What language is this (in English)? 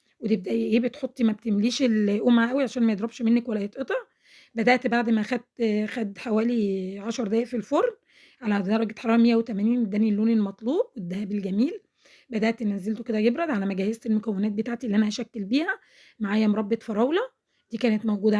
Egyptian Arabic